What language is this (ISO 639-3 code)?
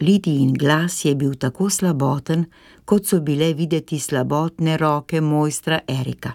slv